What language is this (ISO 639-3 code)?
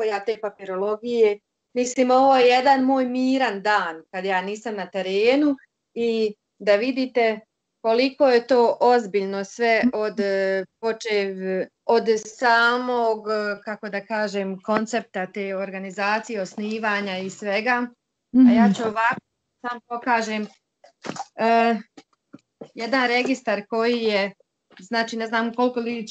bos